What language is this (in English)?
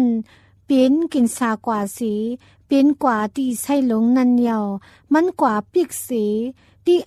Thai